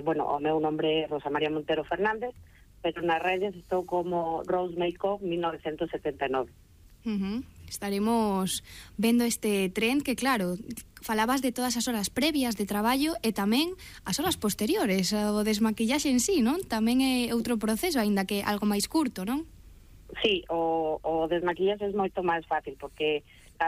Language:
Galician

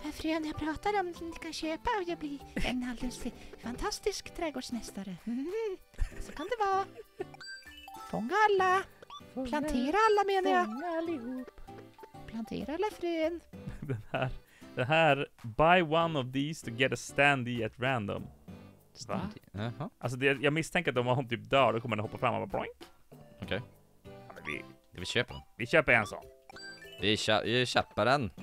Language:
Swedish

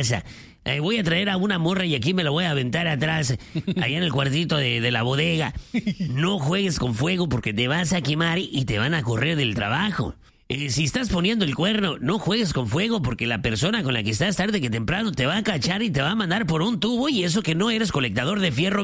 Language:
Spanish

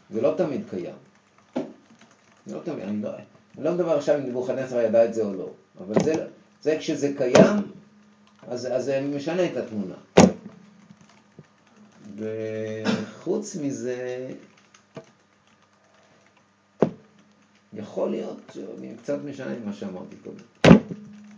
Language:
Hebrew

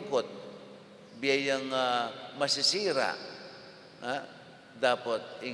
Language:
Pampanga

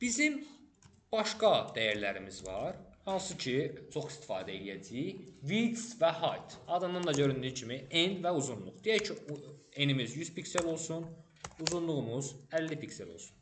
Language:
Azerbaijani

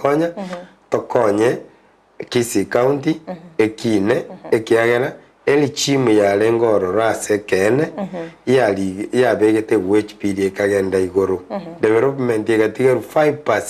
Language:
Gusii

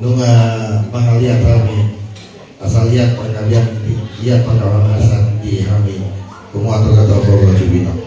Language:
Batak Toba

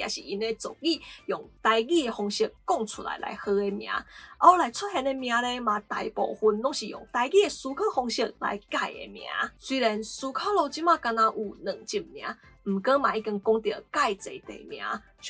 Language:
Min Nan Chinese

